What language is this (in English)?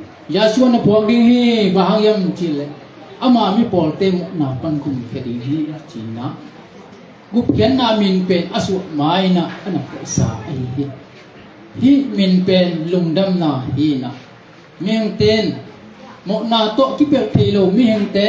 Tedim Chin